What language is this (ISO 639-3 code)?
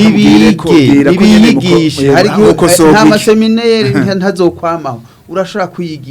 run